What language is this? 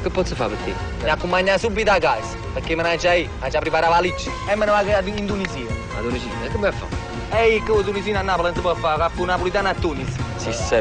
Neapolitan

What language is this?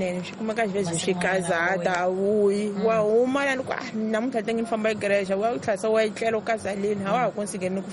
Tsonga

